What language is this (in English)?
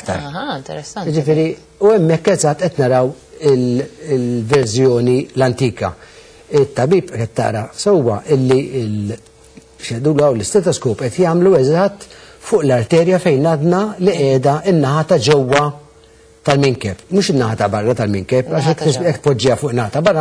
Maltese